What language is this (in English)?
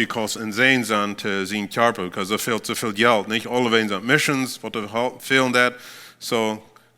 Plautdietsch